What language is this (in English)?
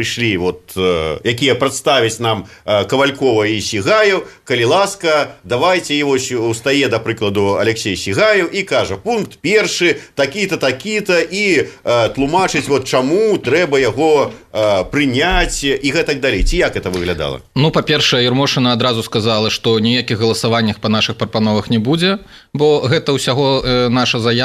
Belarusian